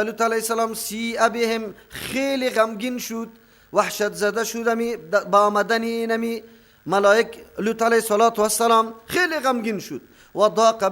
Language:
Persian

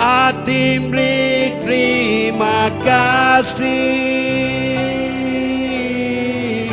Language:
Iban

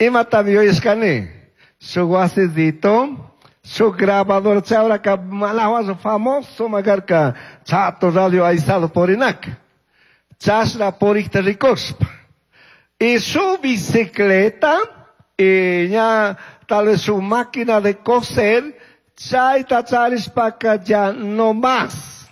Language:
Chimborazo Highland Quichua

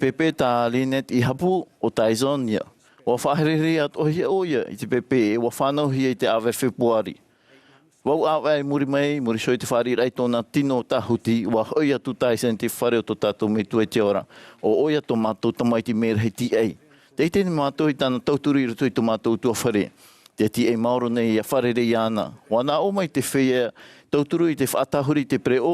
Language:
Tahitian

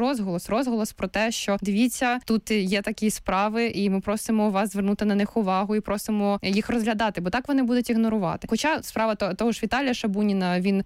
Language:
Ukrainian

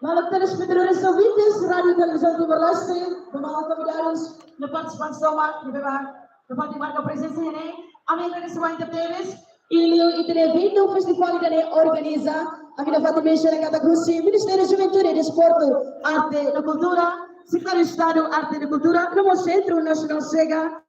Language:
Tetum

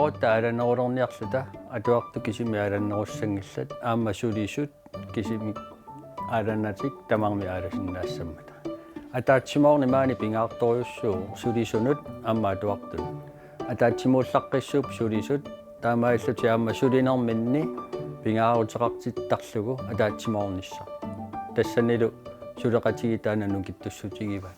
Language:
Kalaallisut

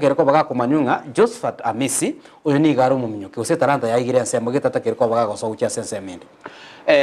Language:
Gusii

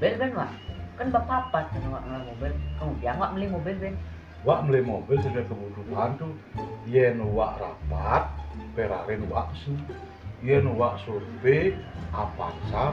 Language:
Balinese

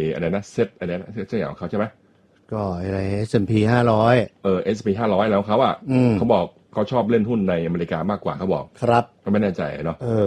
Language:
Thai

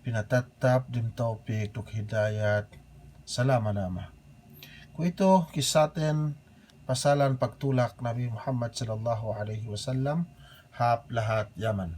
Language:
Yakan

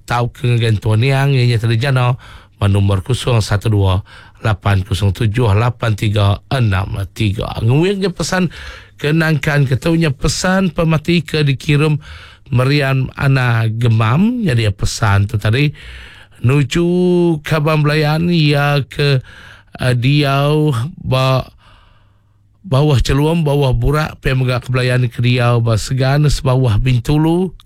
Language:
Iban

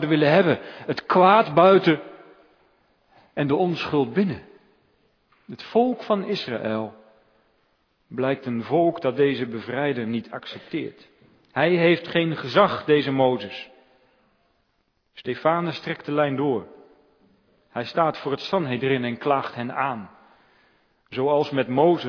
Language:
Dutch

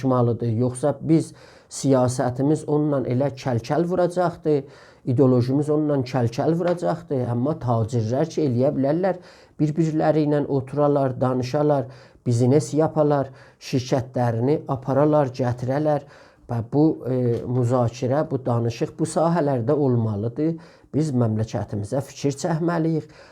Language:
South Azerbaijani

